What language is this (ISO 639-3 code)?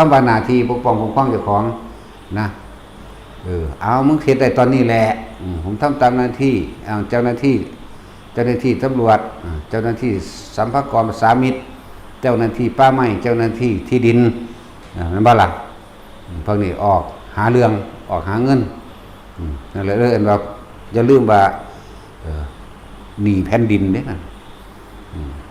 tts